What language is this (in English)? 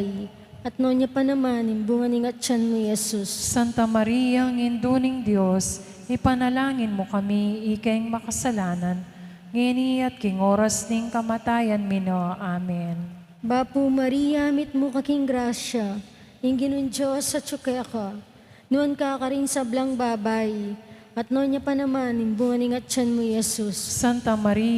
Pampanga